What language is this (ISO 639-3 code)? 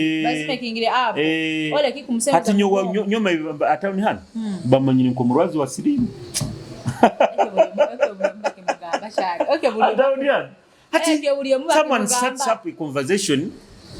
nyo